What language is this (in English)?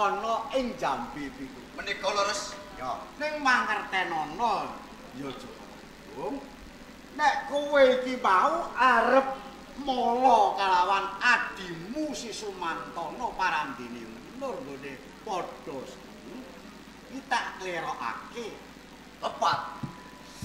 Javanese